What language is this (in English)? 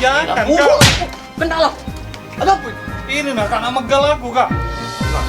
Musi